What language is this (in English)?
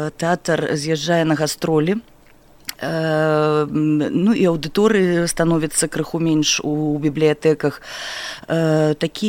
Belarusian